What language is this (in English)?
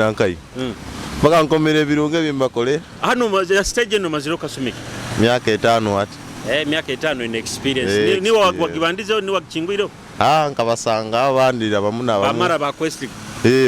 Nyoro